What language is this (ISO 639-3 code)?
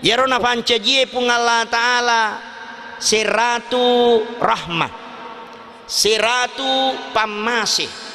bug